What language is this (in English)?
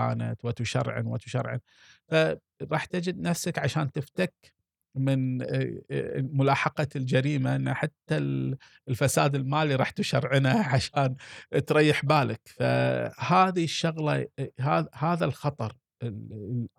Gulf Arabic